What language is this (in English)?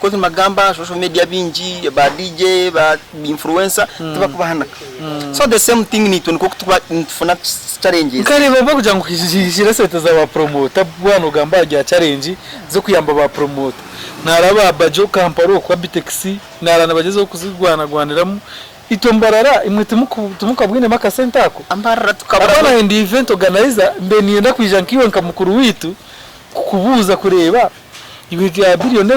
Nyankole